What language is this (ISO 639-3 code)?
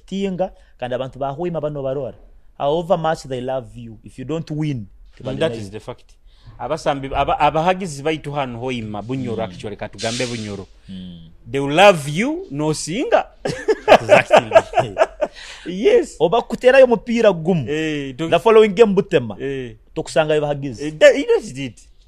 nyo